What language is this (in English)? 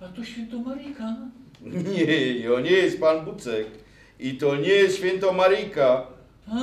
Silesian